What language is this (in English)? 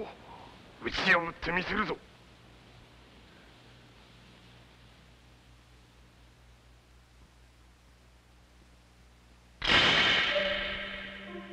Japanese